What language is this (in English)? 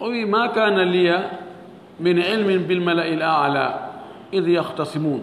Fula